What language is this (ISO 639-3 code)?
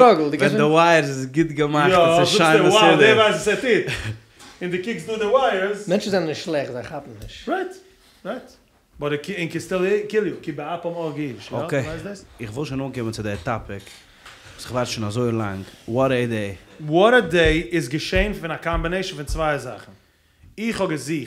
yid